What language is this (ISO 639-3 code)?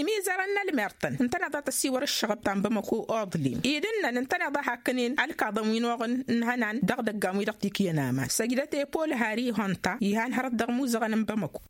taq